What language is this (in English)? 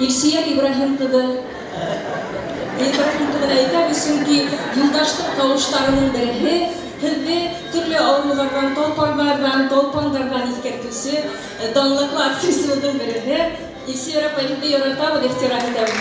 Bashkir